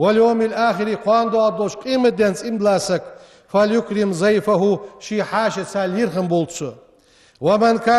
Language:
Ingush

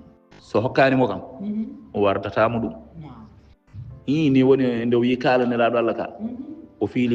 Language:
Fula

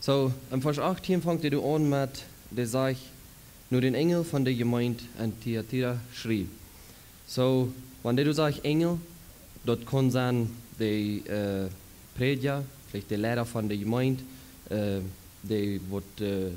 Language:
Plautdietsch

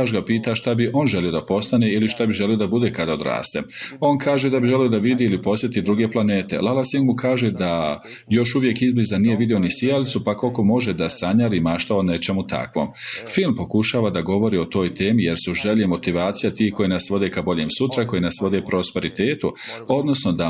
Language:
Bosnian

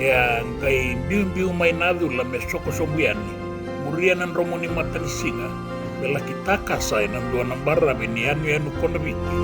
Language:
Fijian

